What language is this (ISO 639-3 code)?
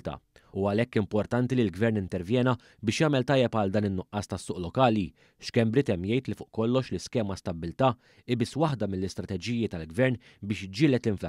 mlt